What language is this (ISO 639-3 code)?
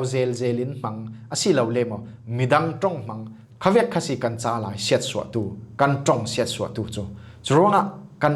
cfm